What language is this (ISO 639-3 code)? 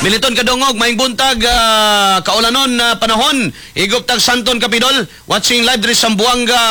ceb